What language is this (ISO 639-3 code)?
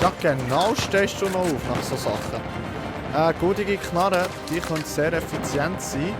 gsw